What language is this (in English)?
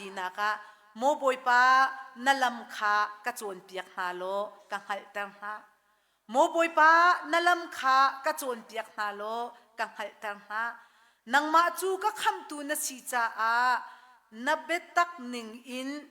Hakha Chin